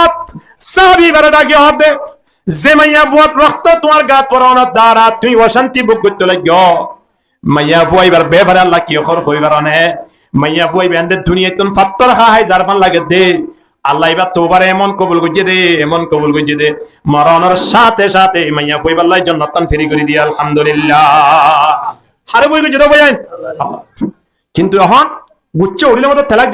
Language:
Rohingya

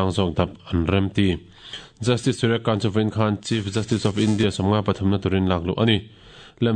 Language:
Mizo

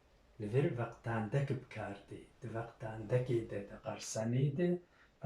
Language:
Kurdish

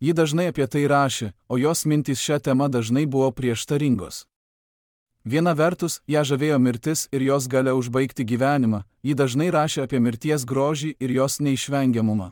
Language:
Lithuanian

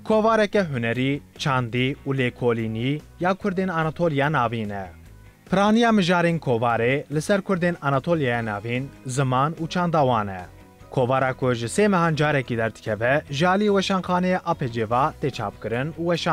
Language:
Kurdish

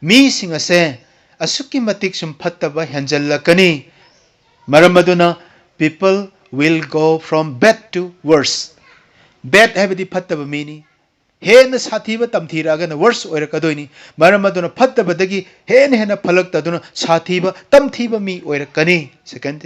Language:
Manipuri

